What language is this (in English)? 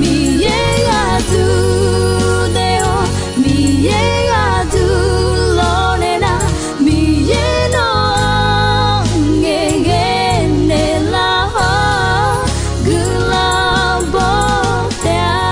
Akha